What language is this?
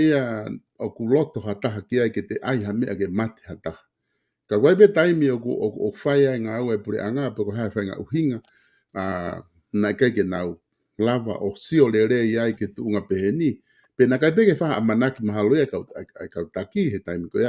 Tongan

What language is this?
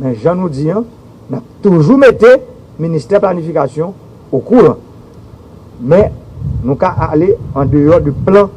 Haitian Creole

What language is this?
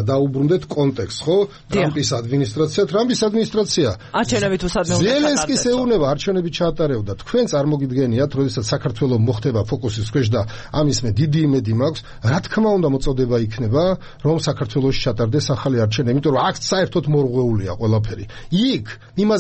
Georgian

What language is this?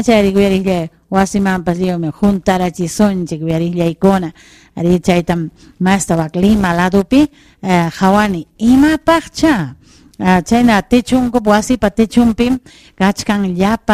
Ayacucho Quechua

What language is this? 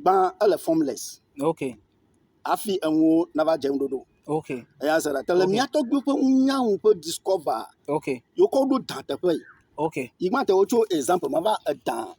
Ewe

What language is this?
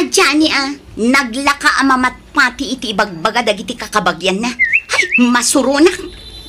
Iloko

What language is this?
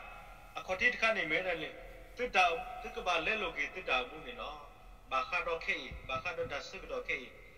S'gaw Karen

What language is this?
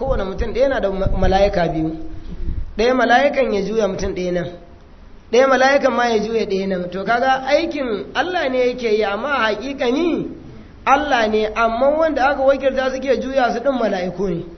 Hausa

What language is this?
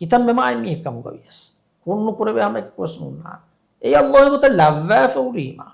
Divehi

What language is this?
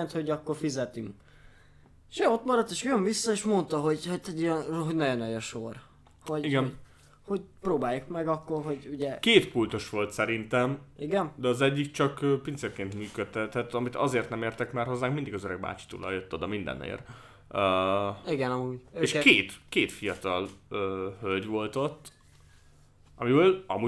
Hungarian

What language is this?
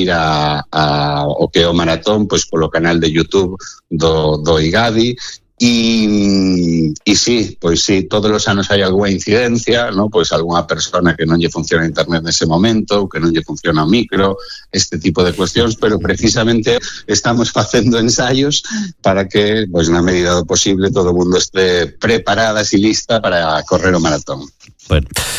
Galician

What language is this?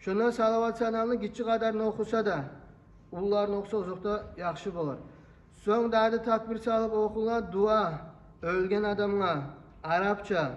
Kumyk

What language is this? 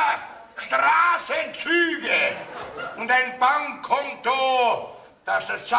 Bavarian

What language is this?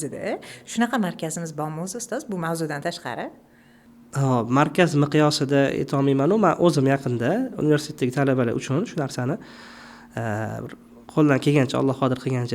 Uzbek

